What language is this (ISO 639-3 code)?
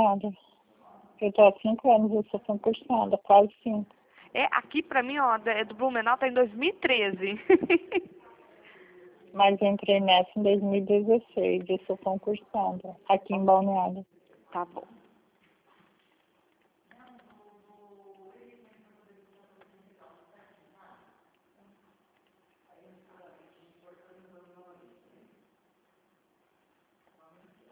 por